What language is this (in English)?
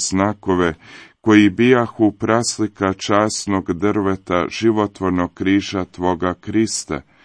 Croatian